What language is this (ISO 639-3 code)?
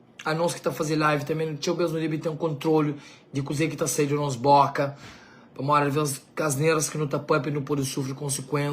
kea